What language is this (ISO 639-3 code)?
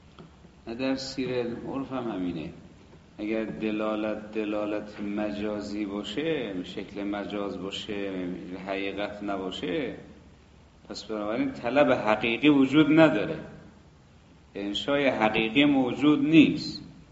fas